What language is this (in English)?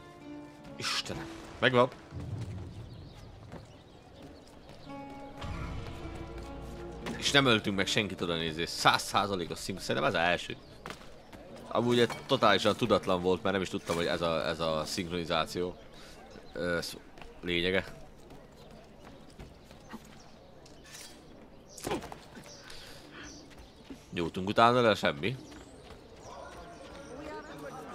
Hungarian